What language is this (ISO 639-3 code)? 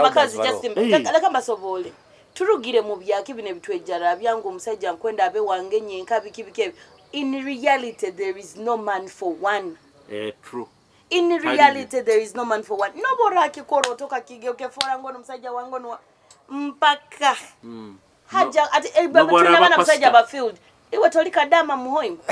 nyo